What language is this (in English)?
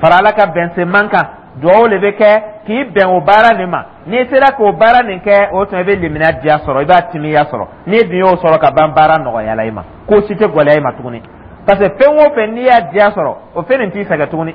Dyula